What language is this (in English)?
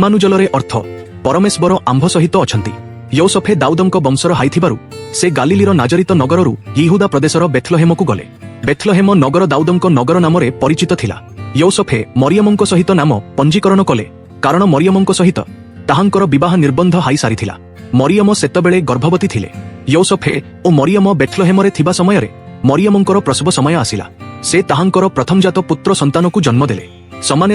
Odia